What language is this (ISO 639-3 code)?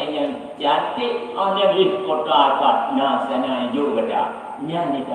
ace